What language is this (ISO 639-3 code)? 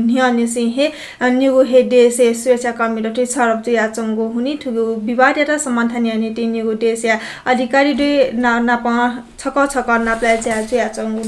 new